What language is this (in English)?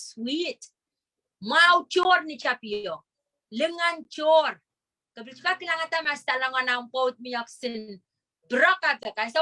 Pohnpeian